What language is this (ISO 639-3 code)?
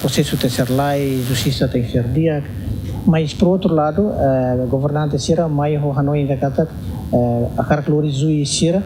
tet